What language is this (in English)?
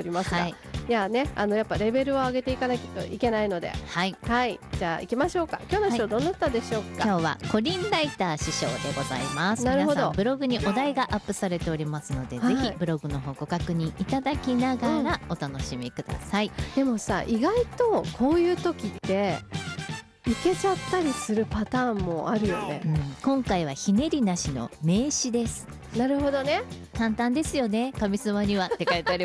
Japanese